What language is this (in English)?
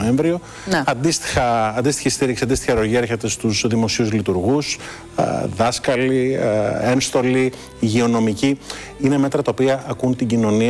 Greek